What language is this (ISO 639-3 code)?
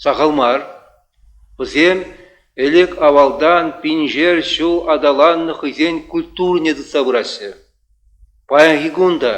chv